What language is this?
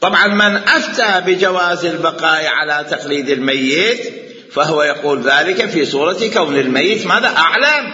Mesopotamian Arabic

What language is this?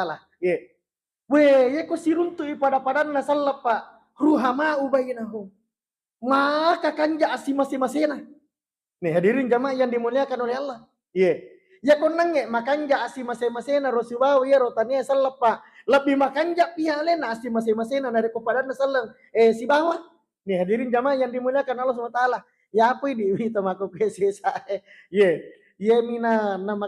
Buginese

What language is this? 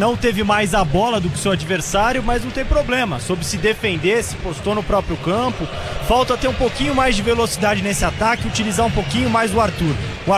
Portuguese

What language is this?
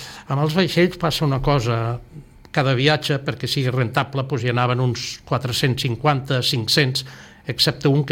Catalan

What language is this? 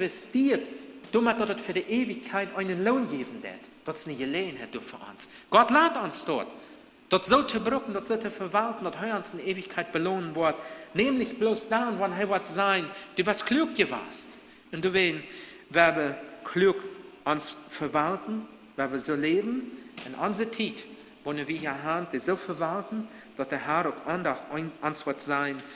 Plautdietsch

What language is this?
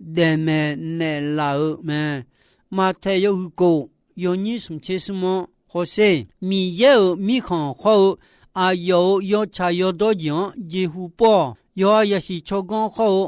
Akha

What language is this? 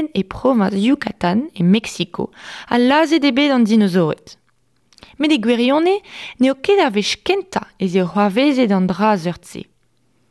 Breton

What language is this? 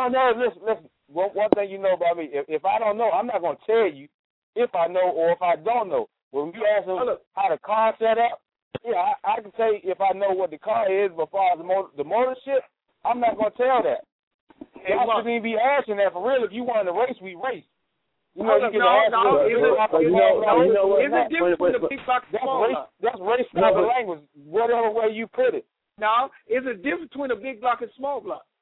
English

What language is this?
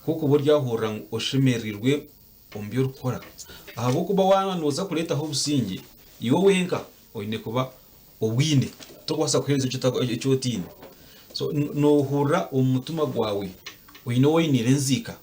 Nyankole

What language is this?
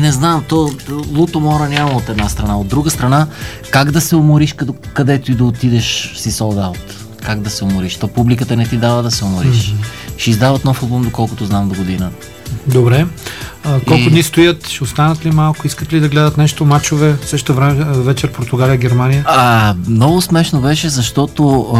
Bulgarian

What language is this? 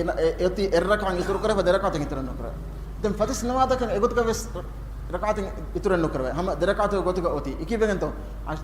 Divehi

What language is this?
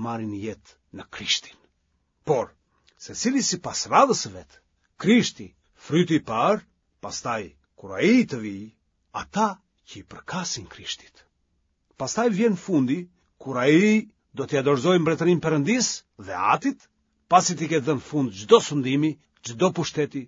Albanian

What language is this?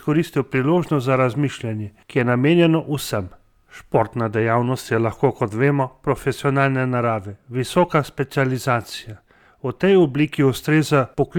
Slovenian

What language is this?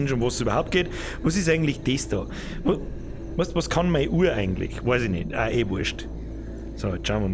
Bavarian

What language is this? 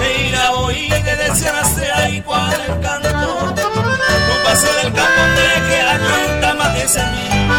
Guarani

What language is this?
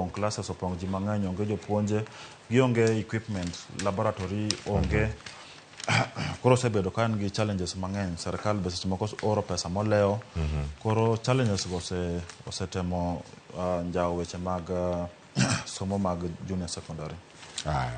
Luo (Kenya and Tanzania)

